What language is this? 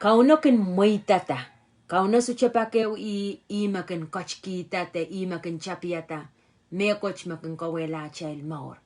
Pohnpeian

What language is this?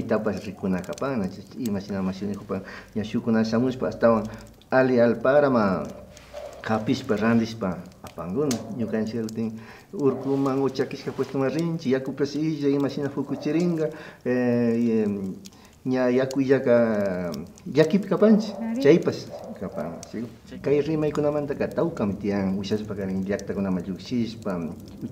Imbabura Highland Quichua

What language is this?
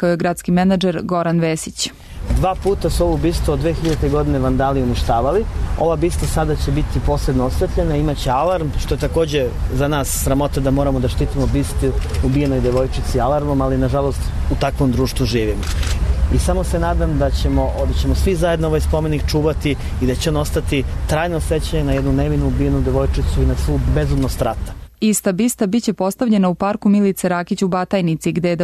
Serbian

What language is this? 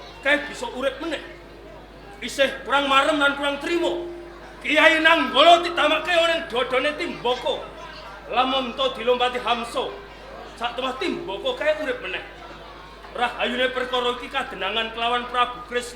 Javanese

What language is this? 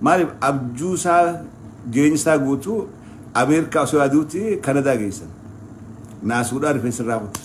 Oromo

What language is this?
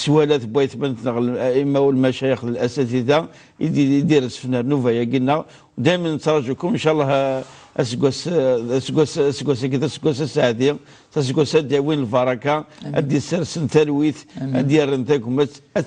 Kabyle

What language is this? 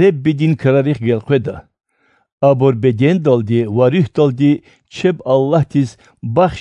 Lezghian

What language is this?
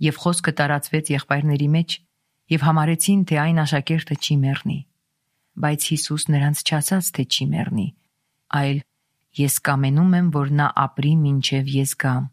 Armenian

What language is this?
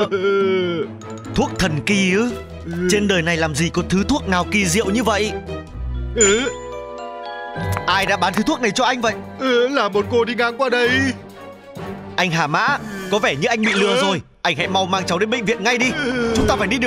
Vietnamese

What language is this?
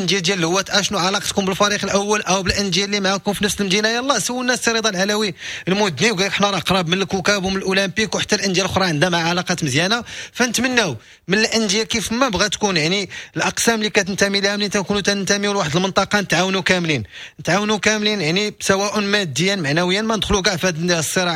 Moroccan Arabic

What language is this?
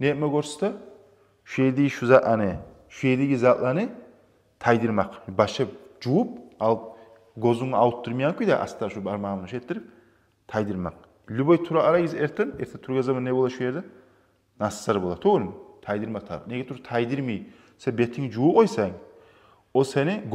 Kumyk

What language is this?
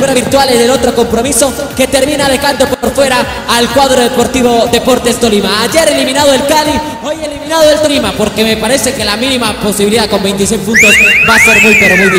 Spanish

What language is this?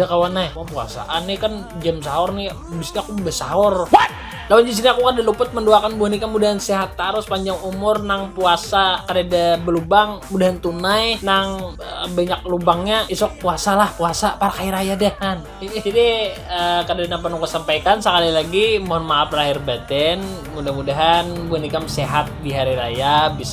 Banjar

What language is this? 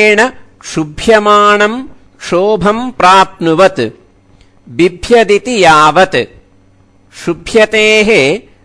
Sanskrit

